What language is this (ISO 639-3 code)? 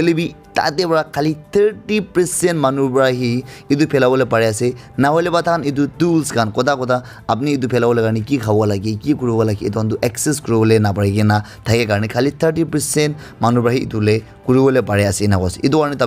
nag